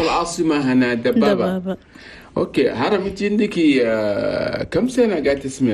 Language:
Chadian Arabic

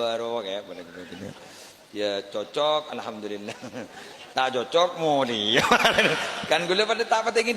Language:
Madurese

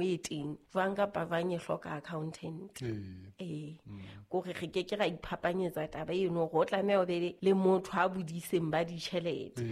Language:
Southern Sotho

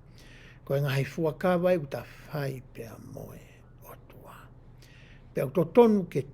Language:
Tongan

